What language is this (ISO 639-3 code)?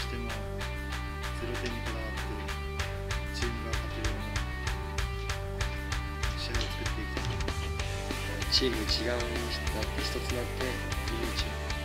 jpn